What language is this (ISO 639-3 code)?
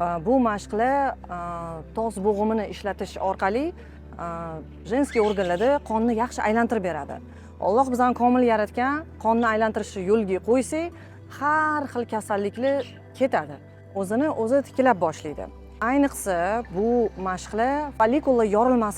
uzb